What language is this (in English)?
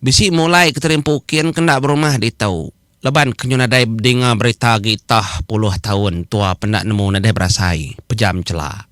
Iban